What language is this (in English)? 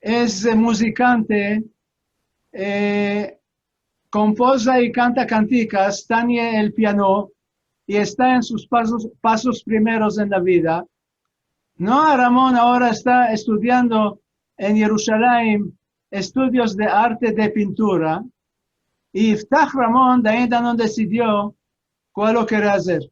Ladino